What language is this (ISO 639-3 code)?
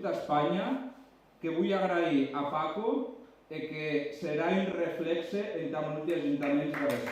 oci